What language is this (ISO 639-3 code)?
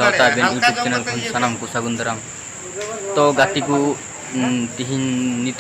sat